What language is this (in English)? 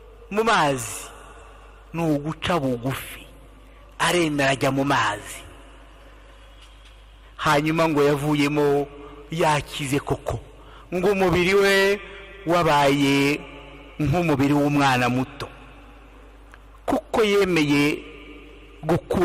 Kinyarwanda